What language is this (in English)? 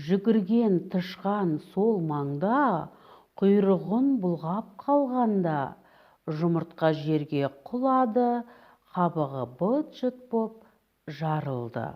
Kazakh